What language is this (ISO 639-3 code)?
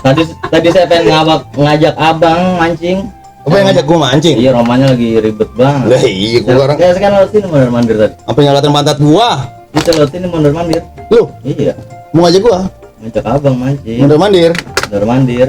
bew